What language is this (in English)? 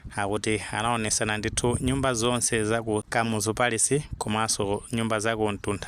Nyanja